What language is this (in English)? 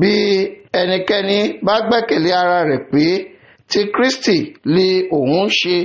Yoruba